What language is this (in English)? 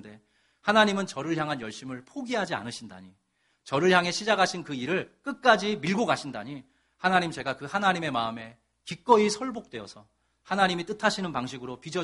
Korean